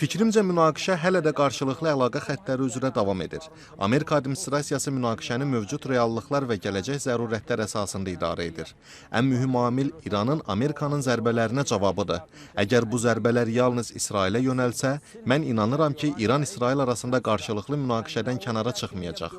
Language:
Azerbaijani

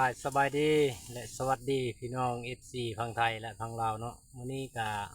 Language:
Lao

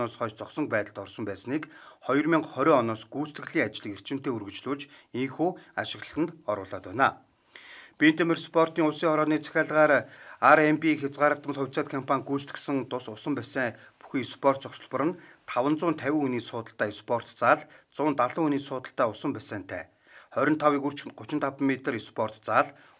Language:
Mongolian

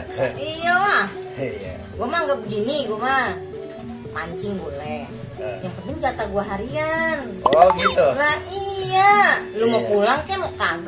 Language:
Betawi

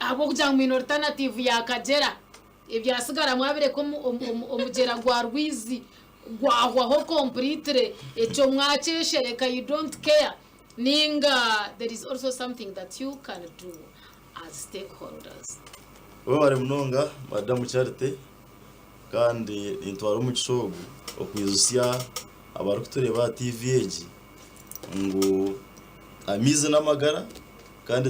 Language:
Nyankole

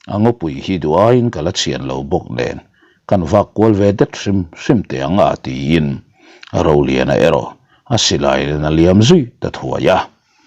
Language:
Mizo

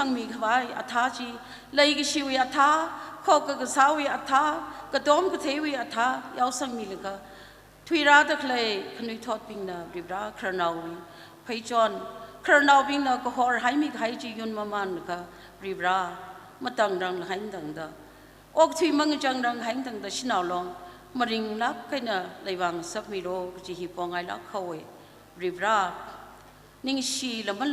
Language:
Tangkhul Naga (India)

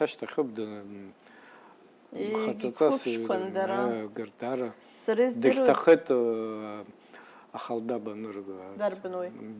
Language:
Abkhazian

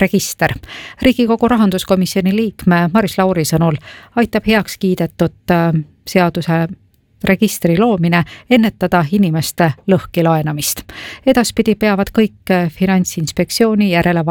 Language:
Estonian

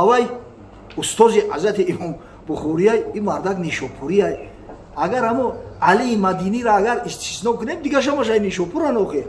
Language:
Tajik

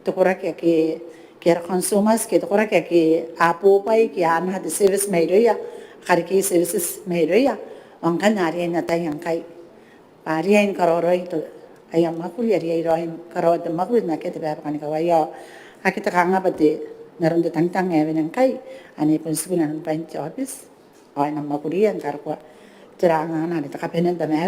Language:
Gilbertese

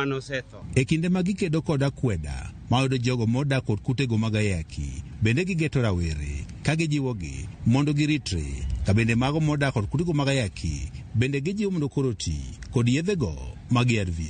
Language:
Luo (Kenya and Tanzania)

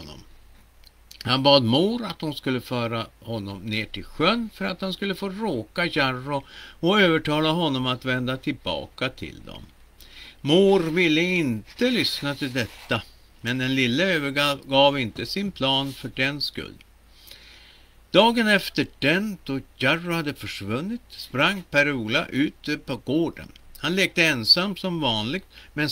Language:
Swedish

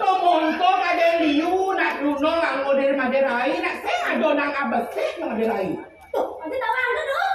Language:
Balinese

